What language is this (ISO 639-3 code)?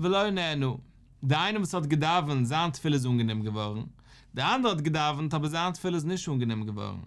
yid